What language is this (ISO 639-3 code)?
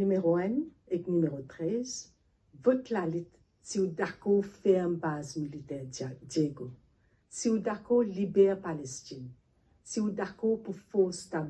mfe